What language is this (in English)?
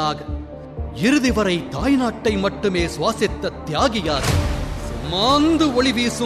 Tamil